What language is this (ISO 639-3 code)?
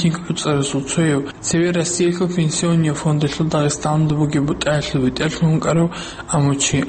ava